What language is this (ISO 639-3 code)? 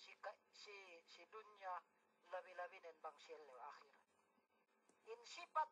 yka